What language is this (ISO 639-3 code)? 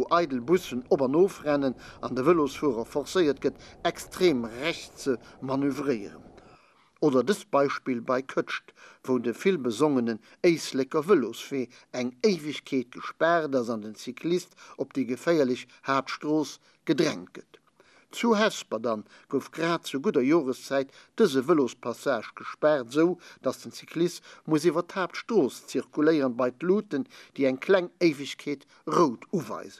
ltz